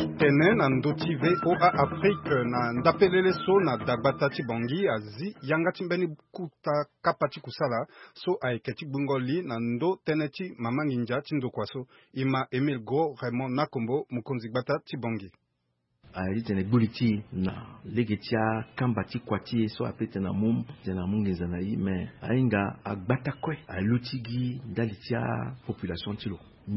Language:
Sango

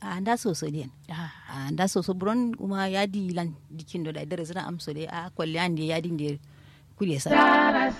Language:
Kanuri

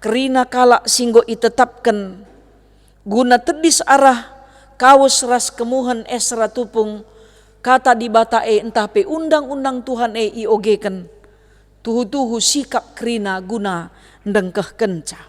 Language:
Batak Karo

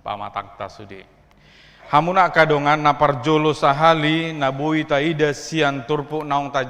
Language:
Batak Toba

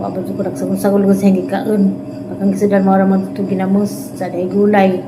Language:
Cebuano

